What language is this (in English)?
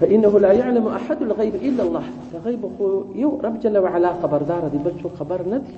Pashto